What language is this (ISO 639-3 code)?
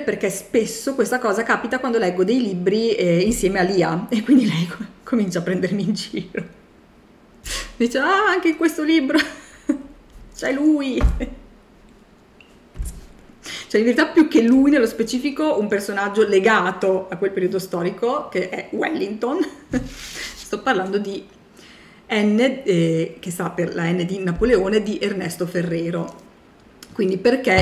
ita